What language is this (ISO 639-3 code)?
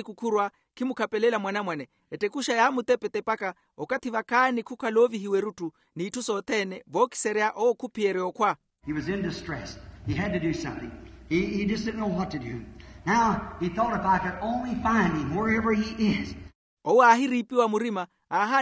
vmw